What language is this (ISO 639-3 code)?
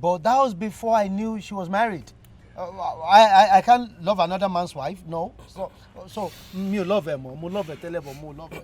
yor